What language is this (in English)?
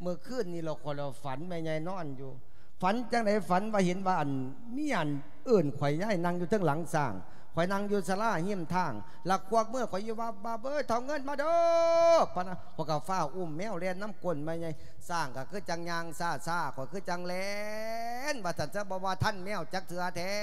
Lao